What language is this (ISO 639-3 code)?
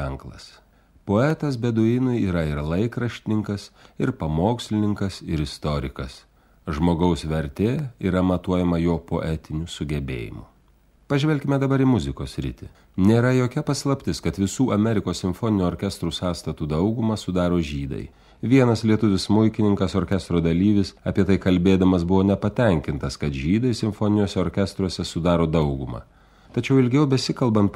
lit